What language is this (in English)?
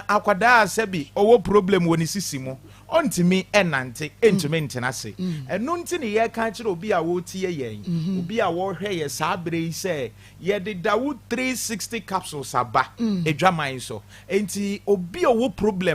Akan